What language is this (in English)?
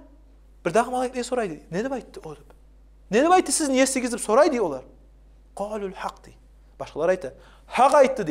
Kumyk